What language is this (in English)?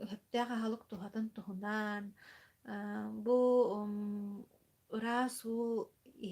Yakut